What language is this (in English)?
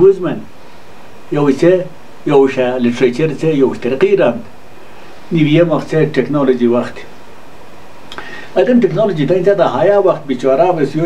Wakhi